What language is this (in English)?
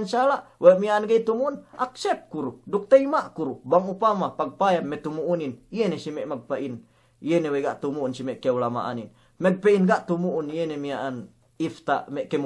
Yakan